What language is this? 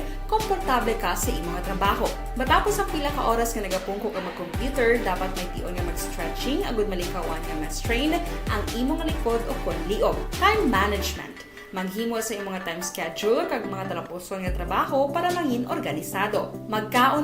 Hiligaynon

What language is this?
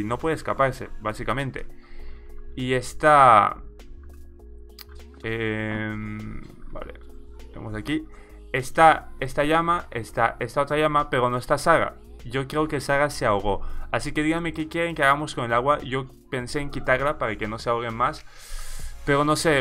Spanish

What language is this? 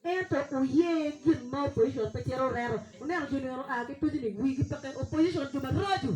Acoli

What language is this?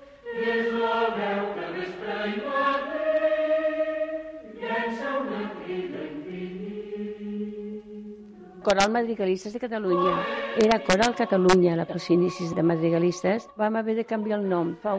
Catalan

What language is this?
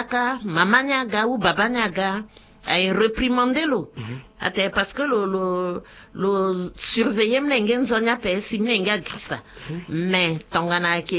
Sango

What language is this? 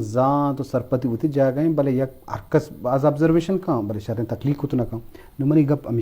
Eastern Balochi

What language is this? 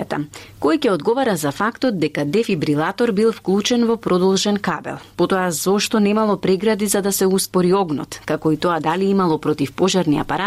Macedonian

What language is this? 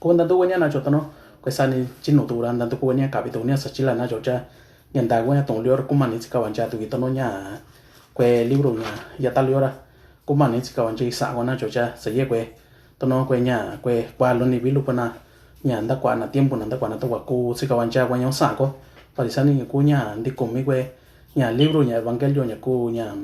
Mixtepec Mixtec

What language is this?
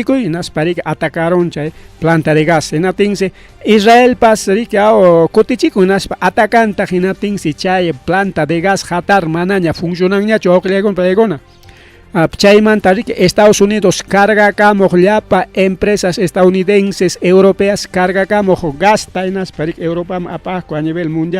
Ayacucho Quechua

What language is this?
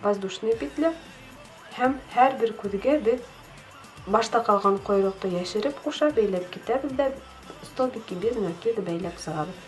Bashkir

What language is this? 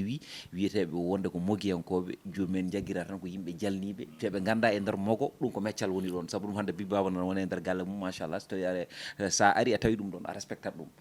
Fula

